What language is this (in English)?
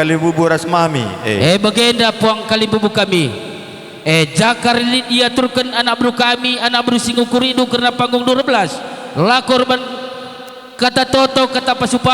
Batak Karo